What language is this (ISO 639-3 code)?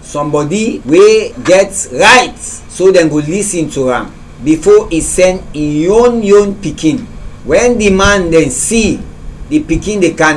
kri